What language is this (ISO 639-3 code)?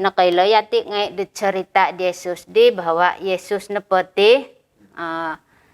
dtp